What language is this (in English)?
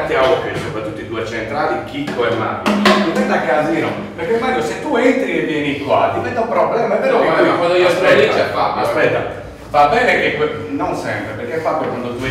Italian